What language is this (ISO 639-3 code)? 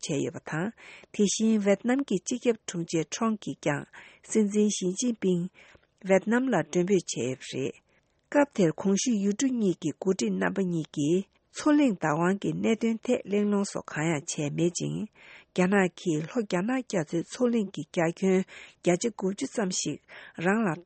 bod